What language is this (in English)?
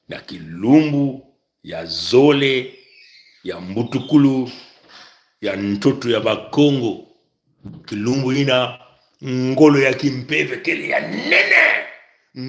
Kituba (Congo)